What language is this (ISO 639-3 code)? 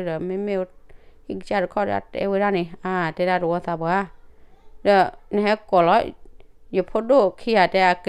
ksw